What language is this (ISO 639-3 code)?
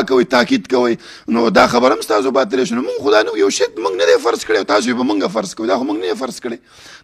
pus